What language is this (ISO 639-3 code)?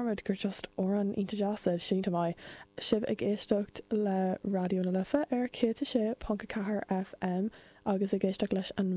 gle